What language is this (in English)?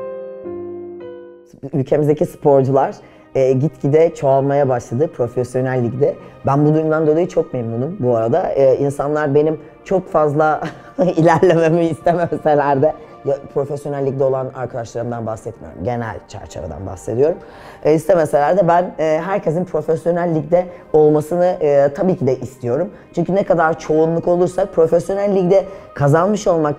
Turkish